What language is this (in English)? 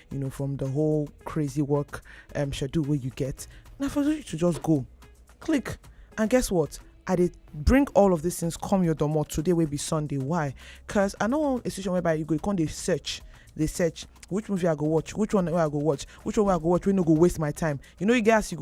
Nigerian Pidgin